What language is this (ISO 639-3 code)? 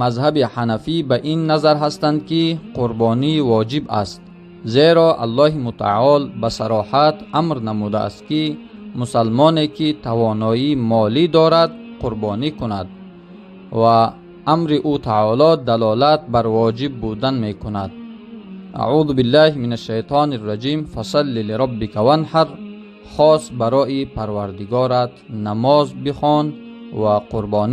tgk